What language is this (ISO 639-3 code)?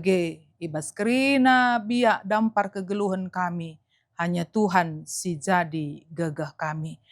btx